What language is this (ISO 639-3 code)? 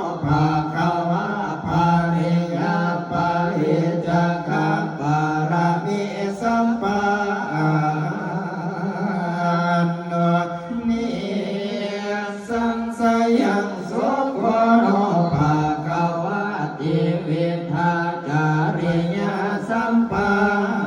pli